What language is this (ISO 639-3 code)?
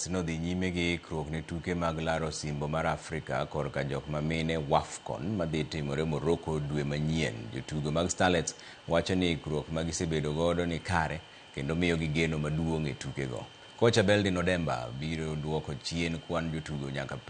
luo